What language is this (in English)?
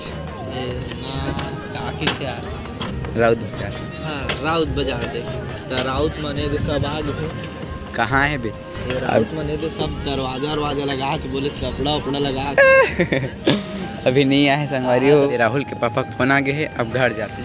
Chhattisgarhi